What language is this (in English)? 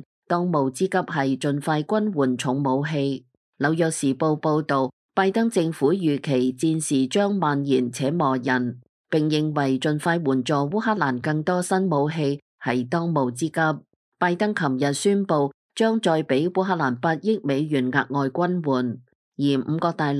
Cantonese